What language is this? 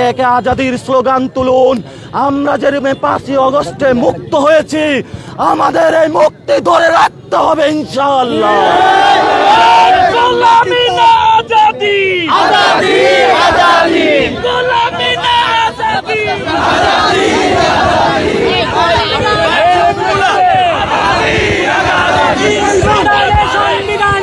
Bangla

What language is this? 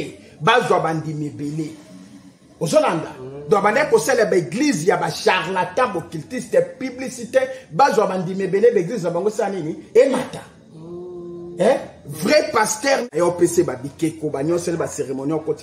Lingala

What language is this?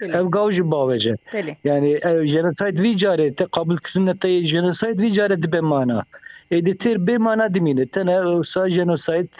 Kurdish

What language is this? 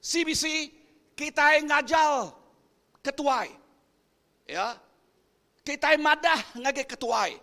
Iban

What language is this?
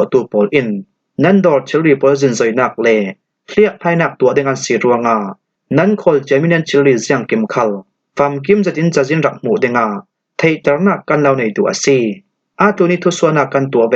Falam Chin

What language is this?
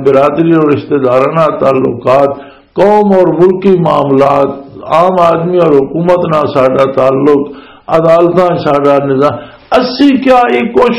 Western Panjabi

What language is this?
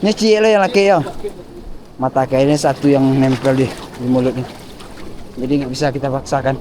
Minangkabau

